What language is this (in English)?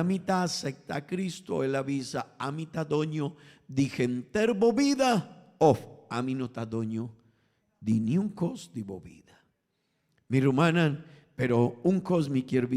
Papiamento